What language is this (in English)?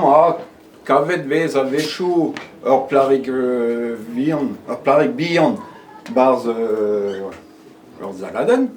Breton